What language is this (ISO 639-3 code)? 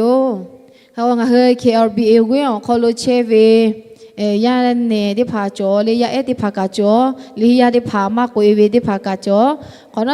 lhu